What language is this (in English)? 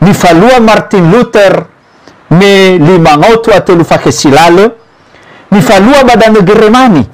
Nias